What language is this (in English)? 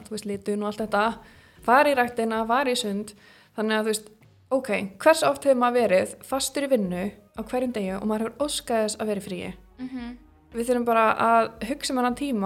Icelandic